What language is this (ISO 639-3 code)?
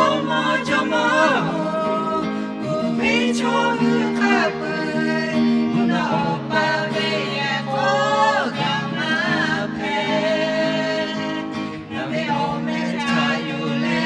lhu